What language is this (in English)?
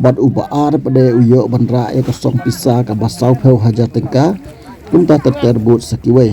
Khasi